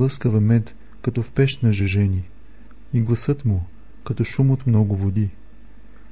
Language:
Bulgarian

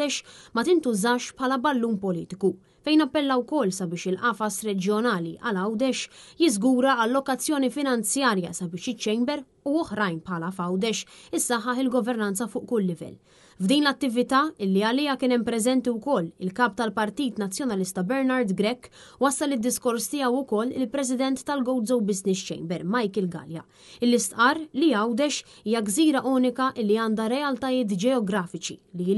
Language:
Maltese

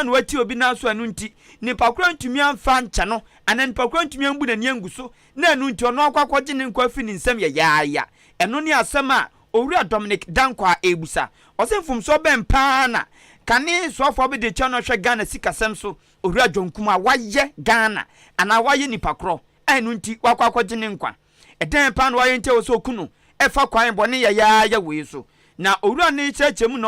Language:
Akan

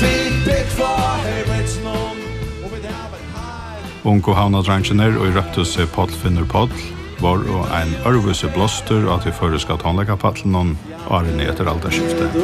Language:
Faroese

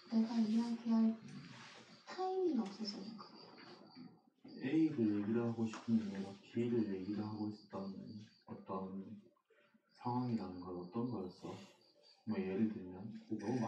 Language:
Korean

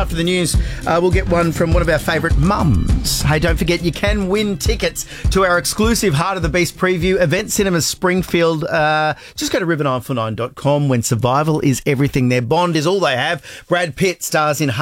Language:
English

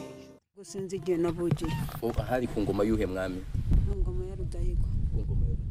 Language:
Kinyarwanda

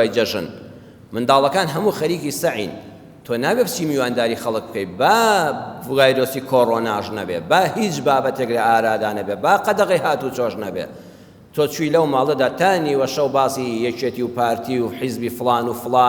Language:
Central Kurdish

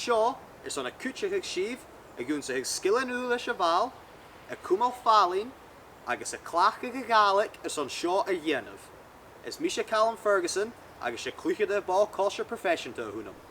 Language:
Scottish Gaelic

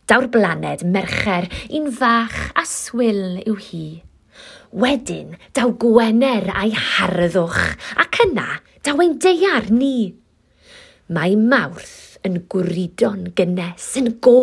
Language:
Welsh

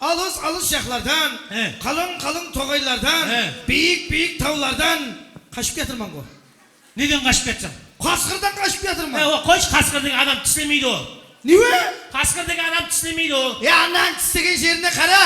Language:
Kara-Kalpak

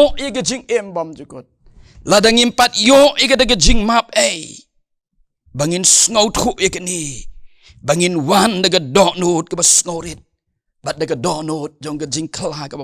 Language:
Khasi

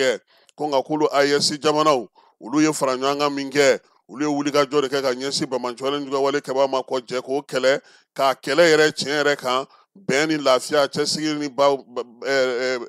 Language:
Bambara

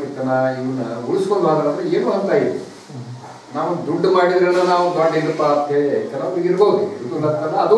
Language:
Kannada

